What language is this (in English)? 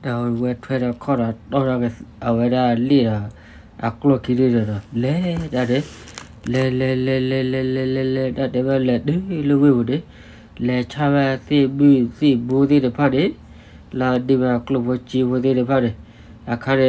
S'gaw Karen